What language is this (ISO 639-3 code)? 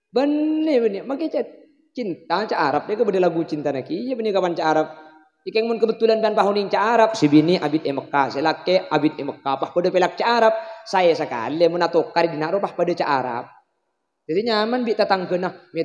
mad